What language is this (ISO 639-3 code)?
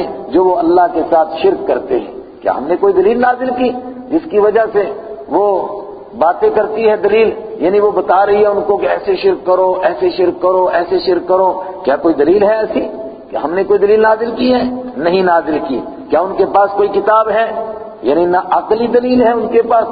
urd